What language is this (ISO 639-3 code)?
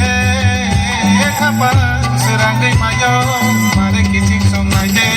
trp